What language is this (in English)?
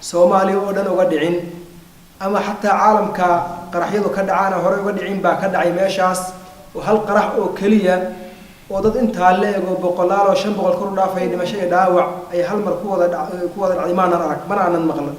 Somali